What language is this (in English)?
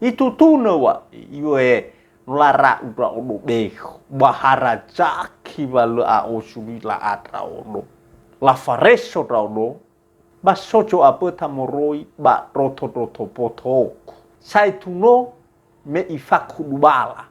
Nias